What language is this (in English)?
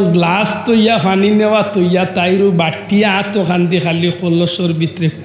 Sylheti